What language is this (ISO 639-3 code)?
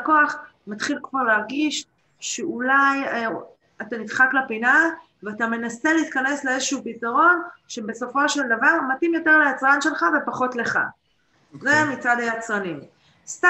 heb